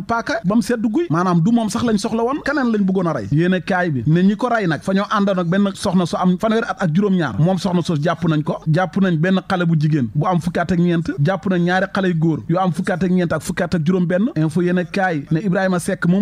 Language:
Wolof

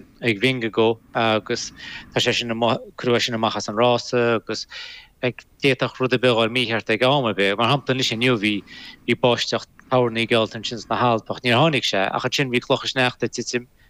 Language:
Irish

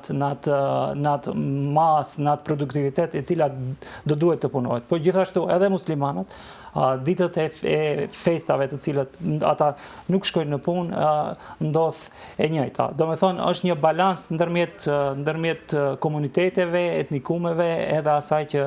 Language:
Albanian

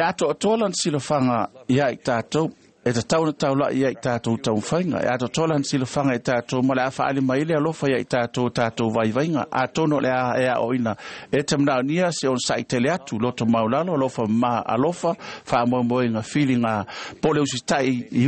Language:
Samoan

